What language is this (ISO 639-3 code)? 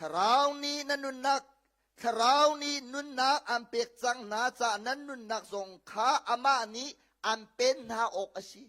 cnh